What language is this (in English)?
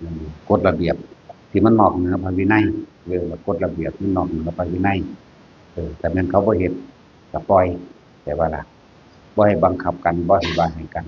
Northeastern Thai